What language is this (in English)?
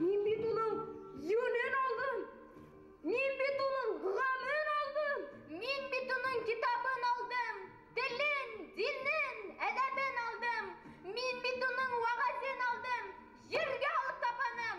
Bashkir